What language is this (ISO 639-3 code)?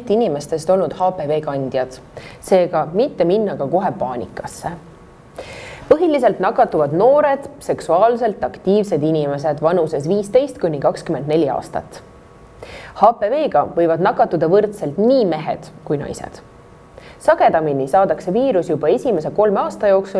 est